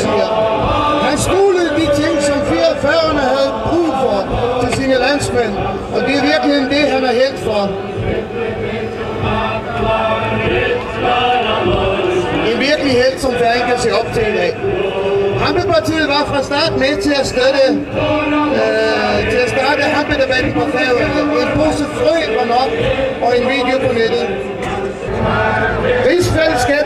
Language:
Danish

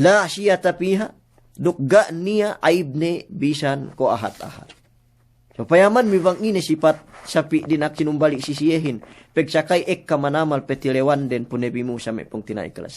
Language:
Yakan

